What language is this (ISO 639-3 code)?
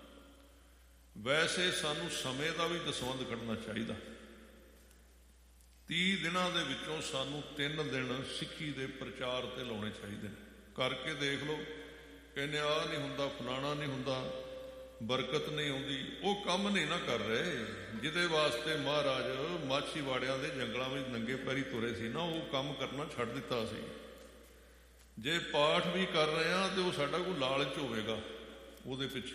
pan